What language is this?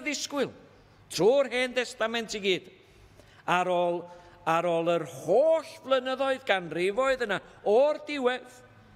Welsh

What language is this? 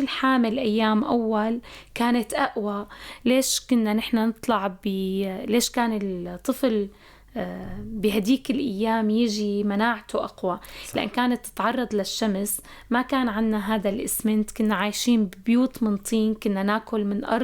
North Levantine Arabic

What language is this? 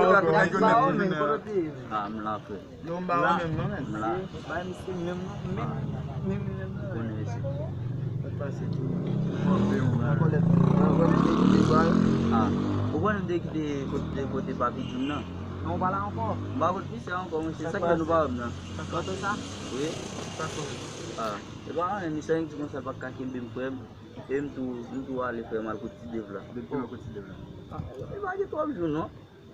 Haitian Creole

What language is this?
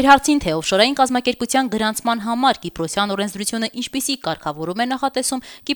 Armenian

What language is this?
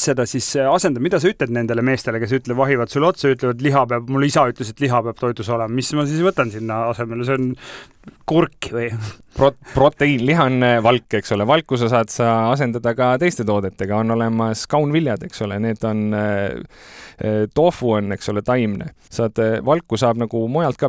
Estonian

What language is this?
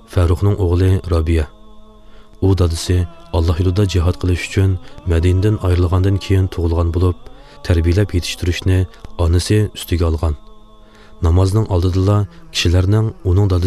Uyghur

